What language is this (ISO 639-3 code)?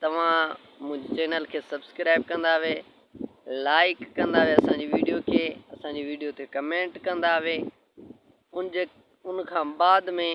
snd